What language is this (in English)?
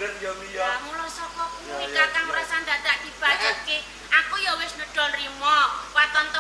Javanese